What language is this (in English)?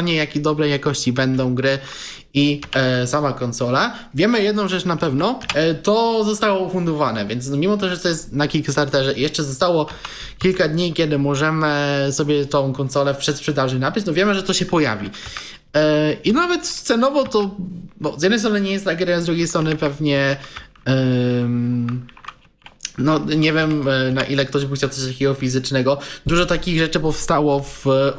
Polish